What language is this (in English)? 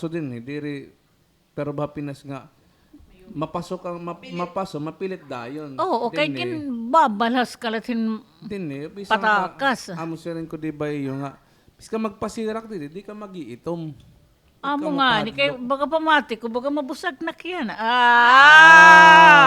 Waray